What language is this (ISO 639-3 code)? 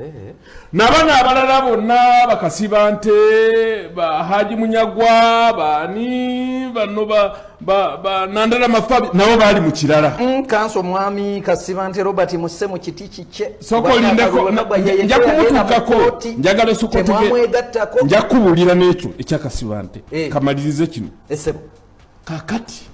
lug